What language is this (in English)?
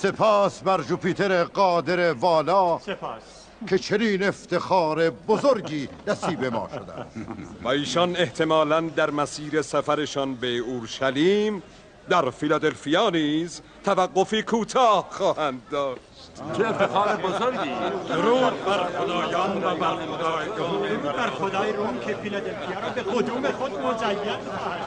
Tajik